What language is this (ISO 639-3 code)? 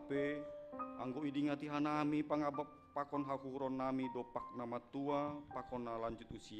bts